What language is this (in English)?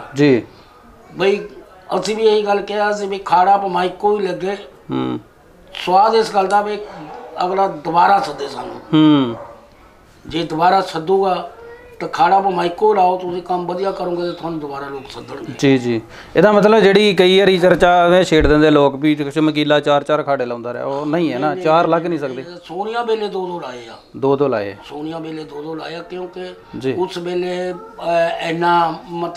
Punjabi